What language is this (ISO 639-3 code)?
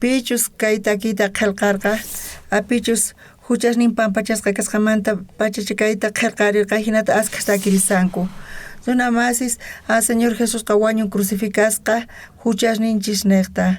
quh